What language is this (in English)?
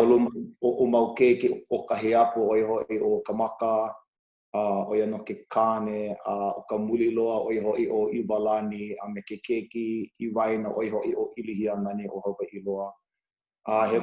Hawaiian